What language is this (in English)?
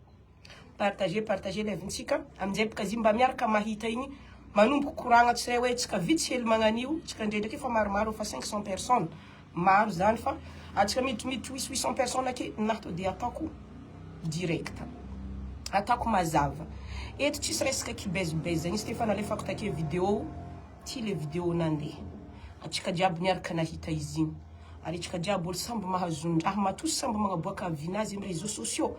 Malagasy